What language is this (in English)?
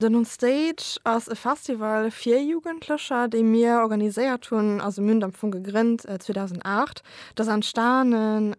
Luxembourgish